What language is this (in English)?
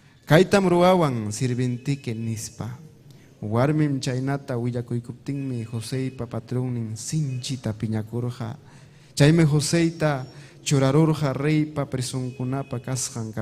Ayacucho Quechua